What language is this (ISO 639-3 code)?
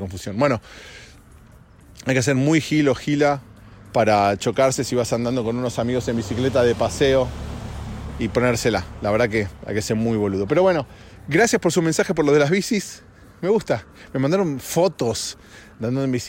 spa